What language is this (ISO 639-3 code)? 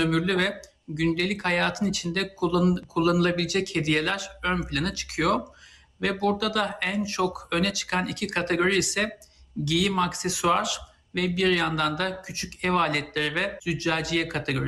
tur